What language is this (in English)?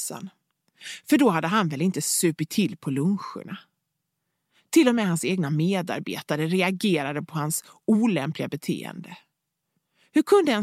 Swedish